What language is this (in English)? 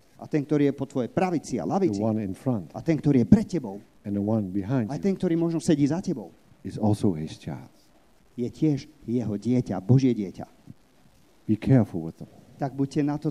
Slovak